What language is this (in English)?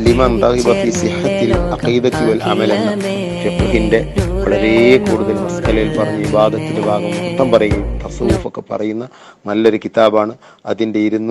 Malayalam